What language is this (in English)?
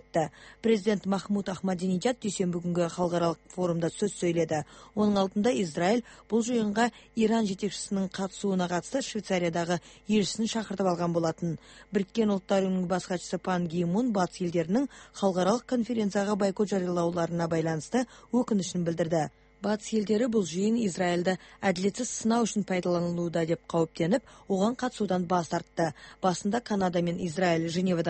Kazakh